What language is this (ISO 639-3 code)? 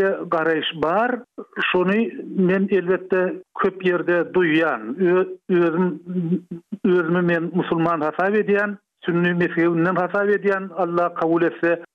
tuk